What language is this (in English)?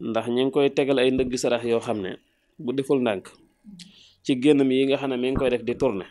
Wolof